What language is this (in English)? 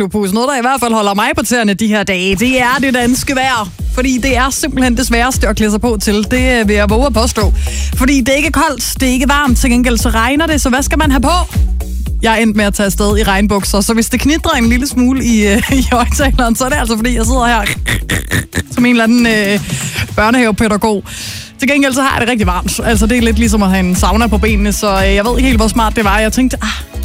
Danish